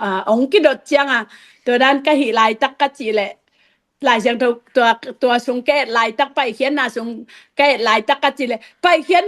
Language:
Tedim Chin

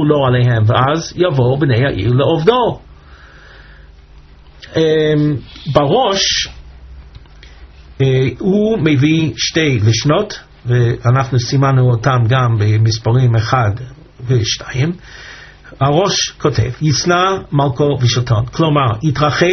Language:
Hebrew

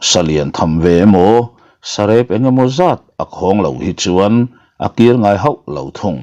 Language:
Mizo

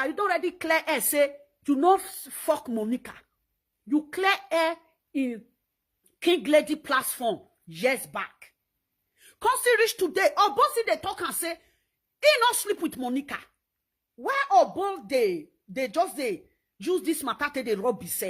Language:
Nigerian Pidgin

